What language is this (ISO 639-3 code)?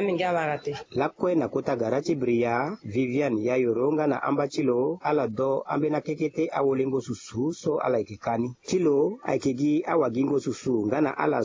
sag